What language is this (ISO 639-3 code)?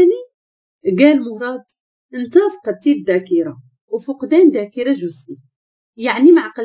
ary